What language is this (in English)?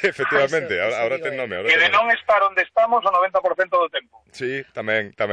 Galician